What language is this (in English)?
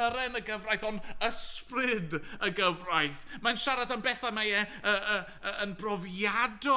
Welsh